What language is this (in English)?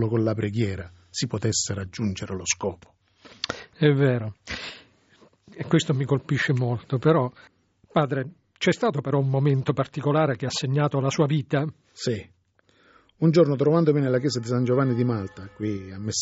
Italian